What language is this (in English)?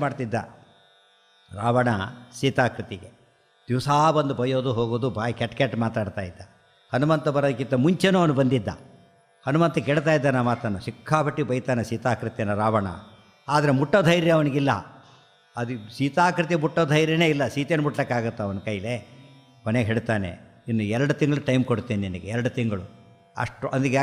Kannada